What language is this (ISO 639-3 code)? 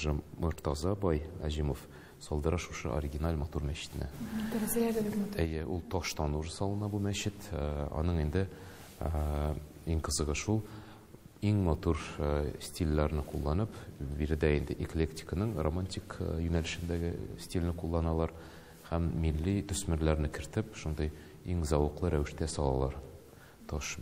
tat